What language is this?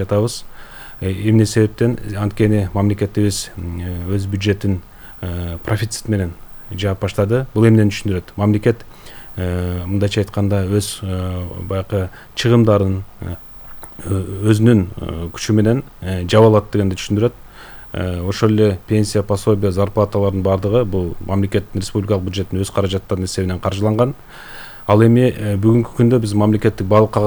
Kyrgyz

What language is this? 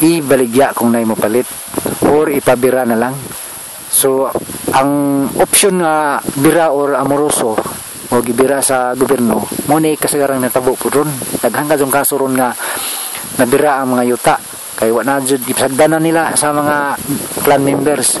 Cebuano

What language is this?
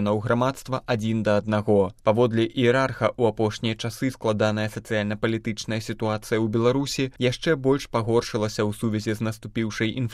Belarusian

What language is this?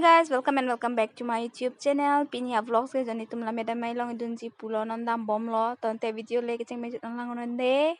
Karbi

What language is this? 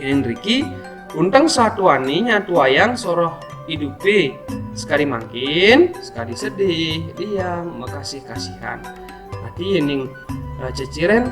Balinese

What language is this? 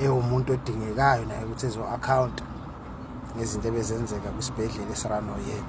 Zulu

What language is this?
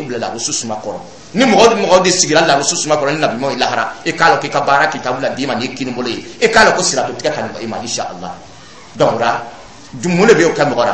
Dyula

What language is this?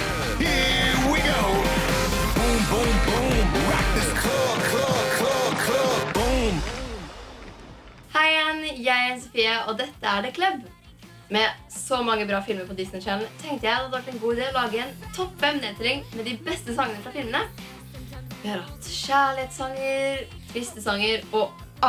Norwegian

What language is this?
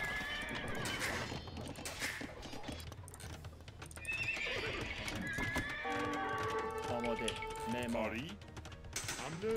Persian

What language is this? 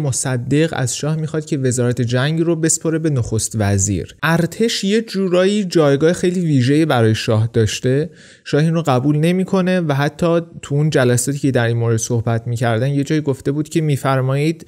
Persian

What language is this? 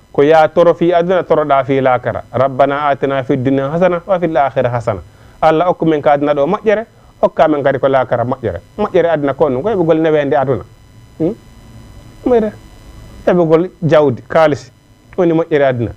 Fula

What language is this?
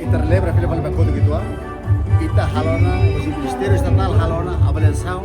Tetum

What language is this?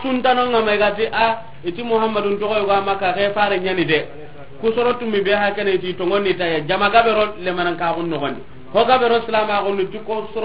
Soninke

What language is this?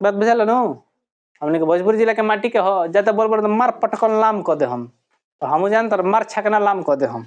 Bhojpuri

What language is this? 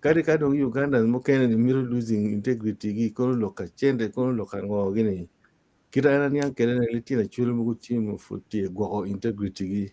Acoli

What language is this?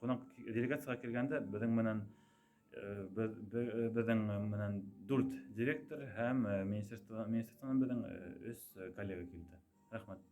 Tatar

